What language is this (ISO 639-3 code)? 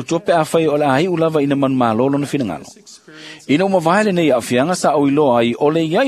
smo